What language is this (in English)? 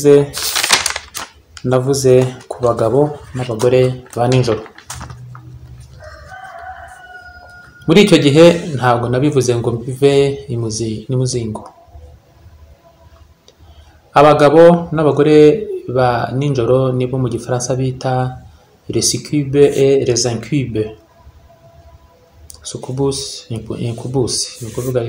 Kinyarwanda